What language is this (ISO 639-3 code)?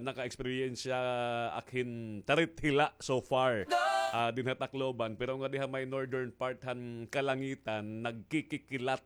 war